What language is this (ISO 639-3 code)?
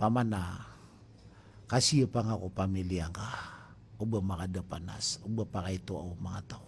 mrw